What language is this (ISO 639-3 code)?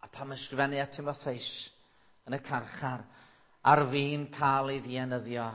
cym